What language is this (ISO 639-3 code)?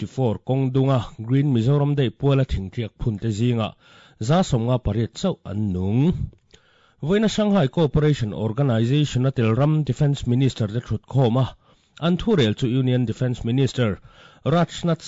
lus